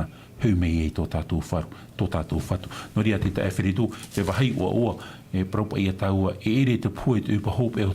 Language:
Tahitian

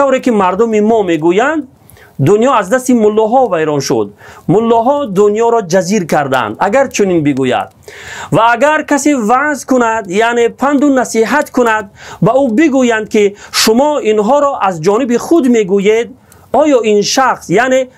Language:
Tajik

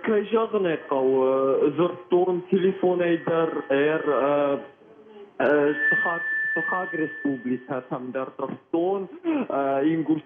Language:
Ossetic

